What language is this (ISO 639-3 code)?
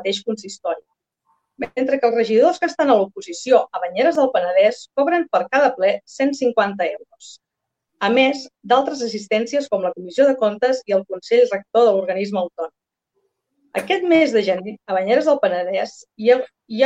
cat